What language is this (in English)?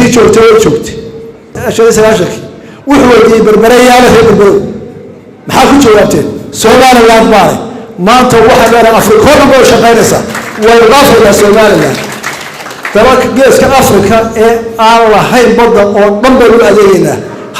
Somali